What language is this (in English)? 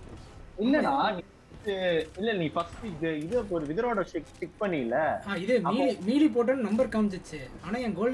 Tamil